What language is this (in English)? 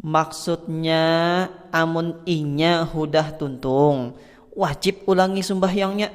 Banjar